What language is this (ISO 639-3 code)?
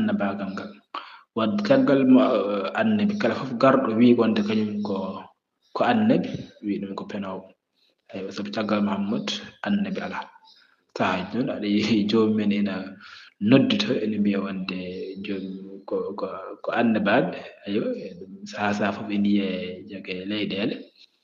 ful